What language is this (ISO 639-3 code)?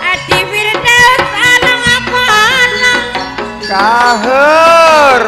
mad